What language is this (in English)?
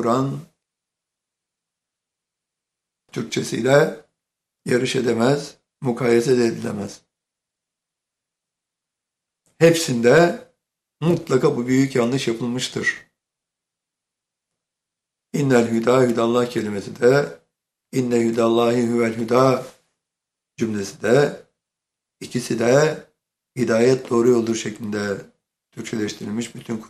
Turkish